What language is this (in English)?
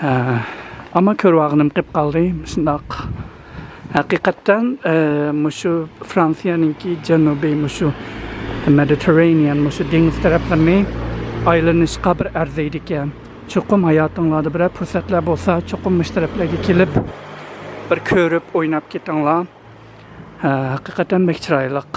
Uyghur